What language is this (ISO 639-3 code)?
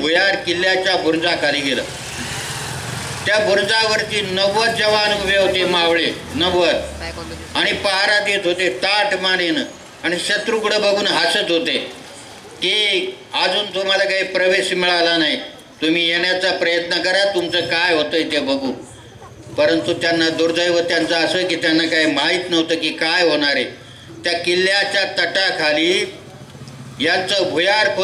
mar